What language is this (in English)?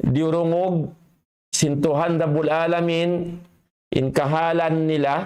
Tausug